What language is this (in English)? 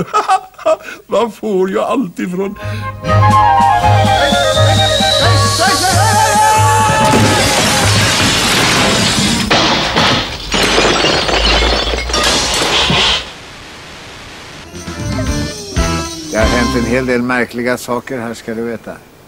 Swedish